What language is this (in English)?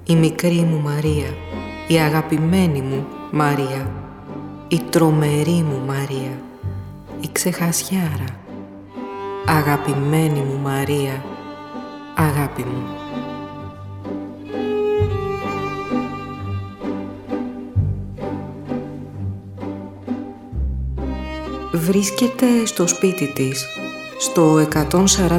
Greek